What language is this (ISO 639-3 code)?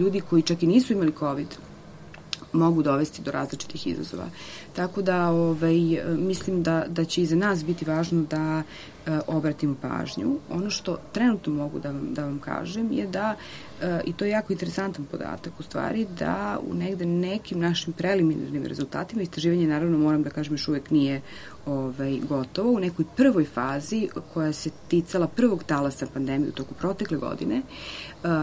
srp